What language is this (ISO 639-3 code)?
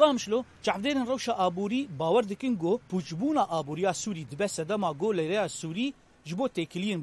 kur